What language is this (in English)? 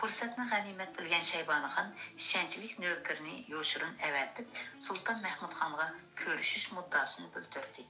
Uyghur